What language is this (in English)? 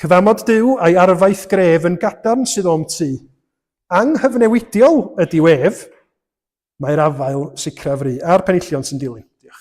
Welsh